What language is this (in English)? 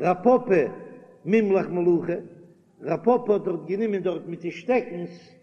Yiddish